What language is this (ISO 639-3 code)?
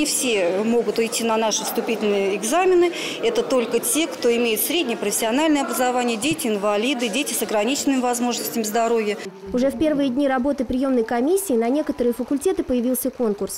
rus